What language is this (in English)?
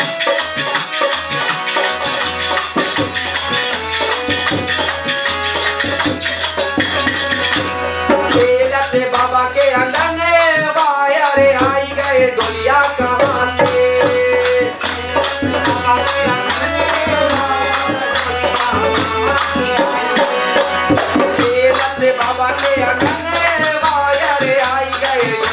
Bhojpuri